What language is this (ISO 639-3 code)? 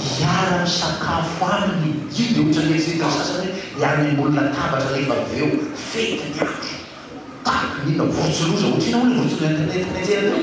mlg